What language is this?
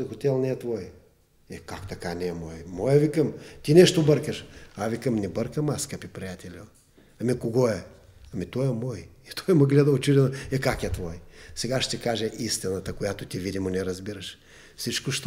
Bulgarian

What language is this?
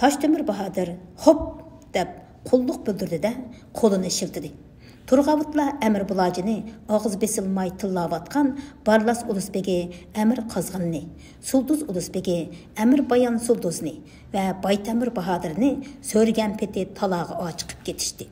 Uyghur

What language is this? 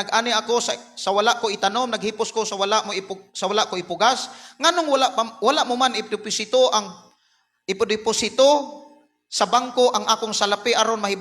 Cebuano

